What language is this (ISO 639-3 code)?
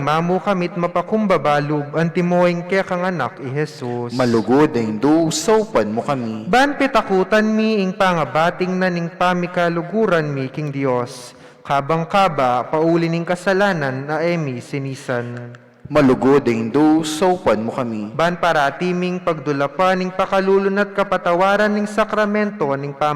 pam